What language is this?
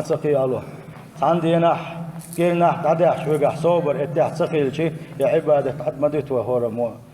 Chechen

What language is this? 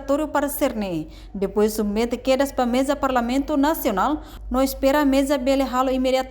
Tetum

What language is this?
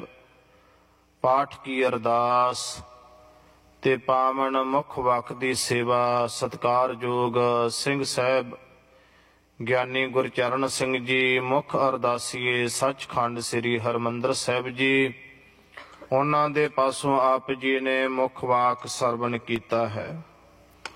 Punjabi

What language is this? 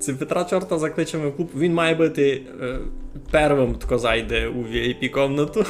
Rusyn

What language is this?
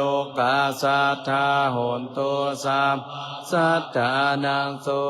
Pali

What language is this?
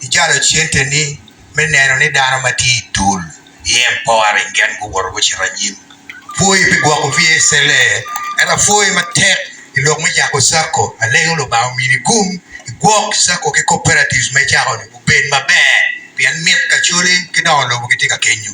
Acoli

